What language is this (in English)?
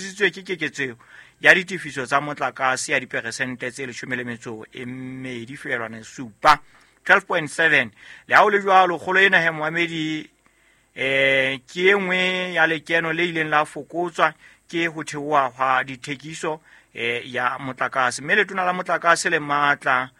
Southern Sotho